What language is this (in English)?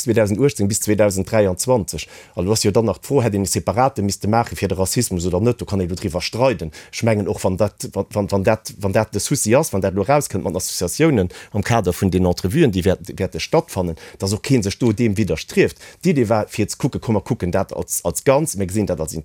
Luxembourgish